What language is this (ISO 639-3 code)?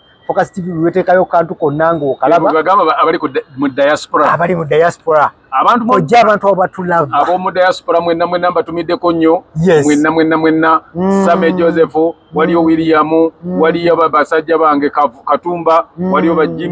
lug